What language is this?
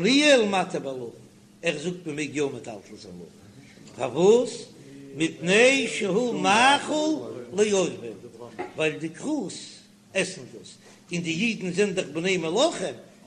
Yiddish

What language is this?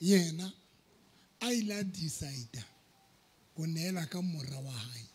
Southern Sotho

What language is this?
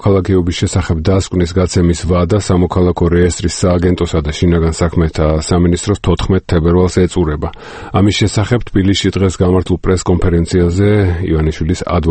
Georgian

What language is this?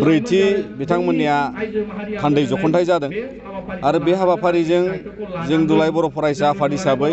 Bodo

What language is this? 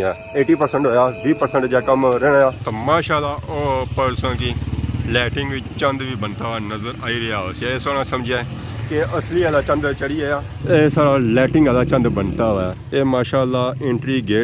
Pahari-Potwari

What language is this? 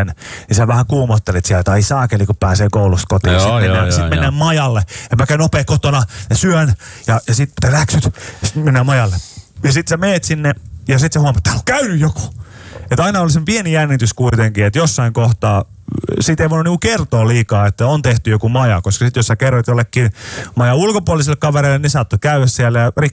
Finnish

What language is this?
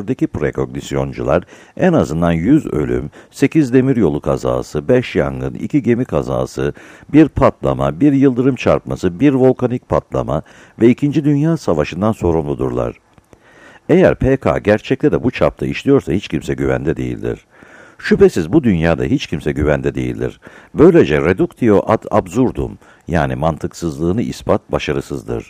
Turkish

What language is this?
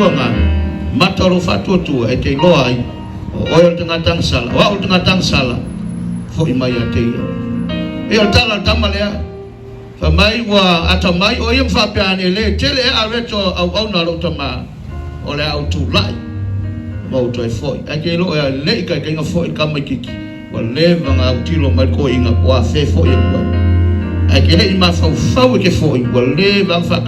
Samoan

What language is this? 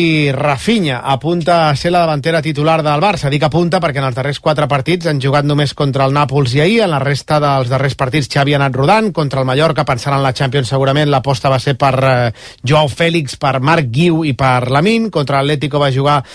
Catalan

